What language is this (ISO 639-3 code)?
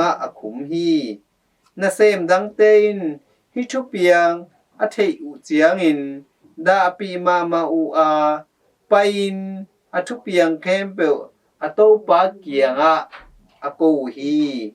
ctd